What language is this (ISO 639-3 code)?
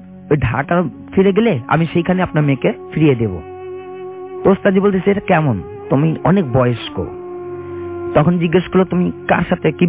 ben